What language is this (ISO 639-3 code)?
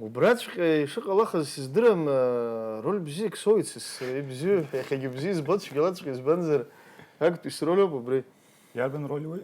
abk